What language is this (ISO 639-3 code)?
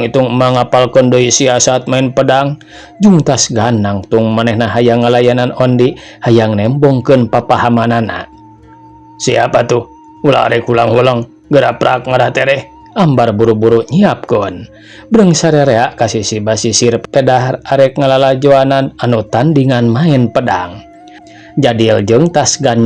sun